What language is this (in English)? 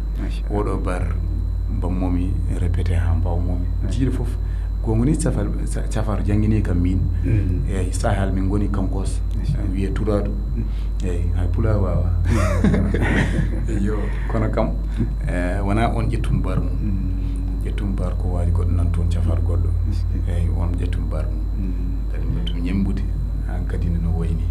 Fula